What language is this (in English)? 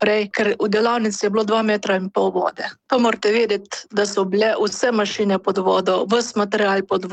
Slovenian